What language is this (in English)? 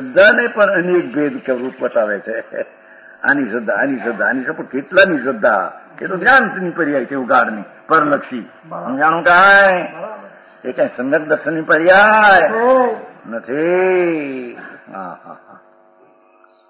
Gujarati